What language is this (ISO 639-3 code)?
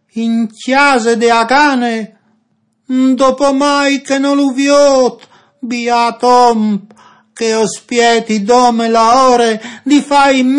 fur